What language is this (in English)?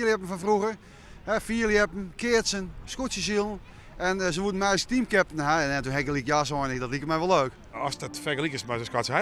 Western Frisian